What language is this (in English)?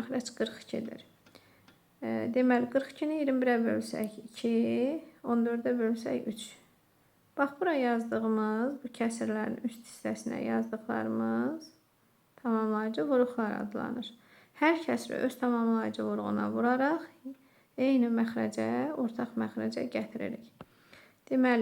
Azerbaijani